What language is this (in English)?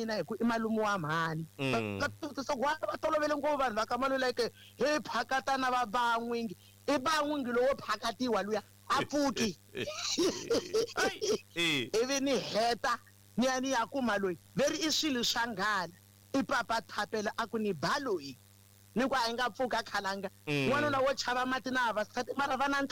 Tsonga